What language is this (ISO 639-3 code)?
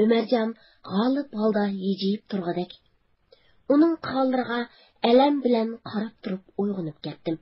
uig